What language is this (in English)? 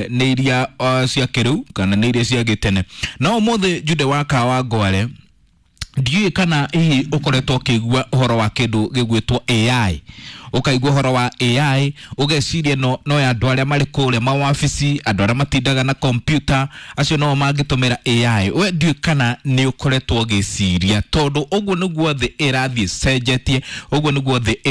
Kikuyu